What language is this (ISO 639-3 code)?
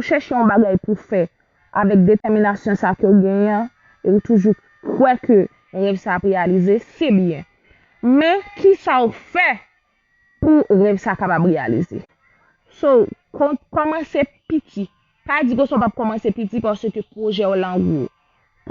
hat